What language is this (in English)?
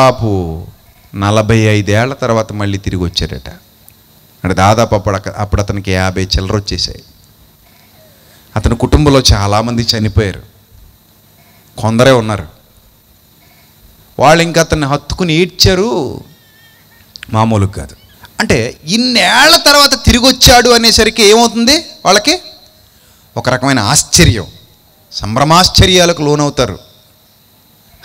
Telugu